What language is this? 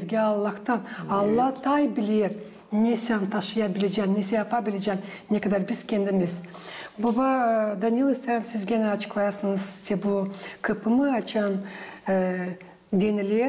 Gagauz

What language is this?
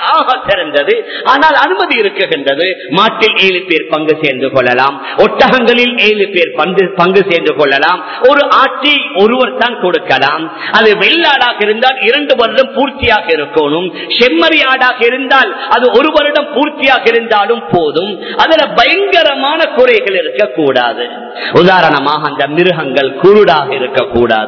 Tamil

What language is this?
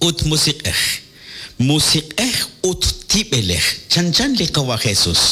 Kekchí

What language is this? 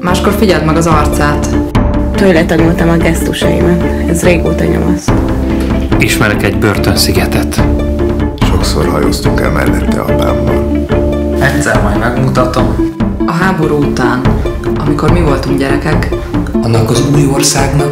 Hungarian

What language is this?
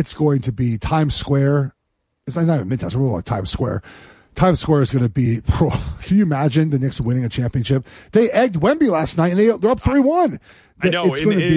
English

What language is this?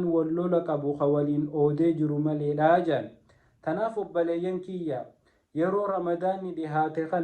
Oromo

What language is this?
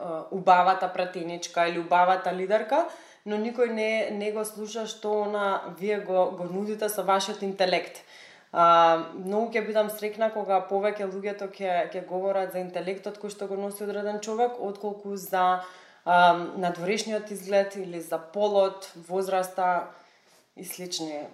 Macedonian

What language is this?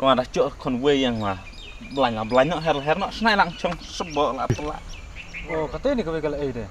Khasi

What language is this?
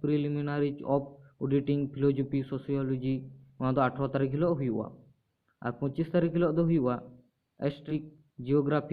Santali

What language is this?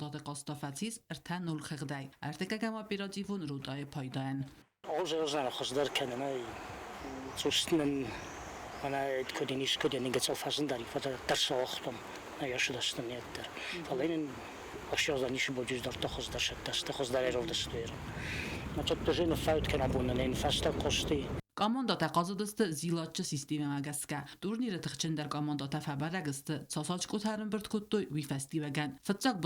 Ossetic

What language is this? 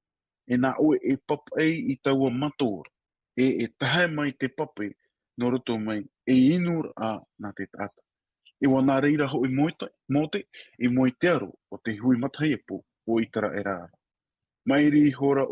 Tahitian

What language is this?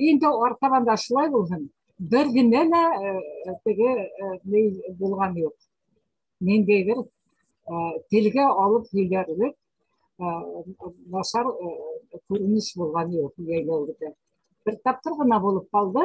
Bashkir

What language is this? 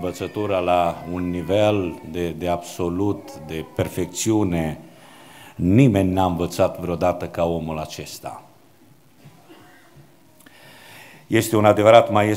Romanian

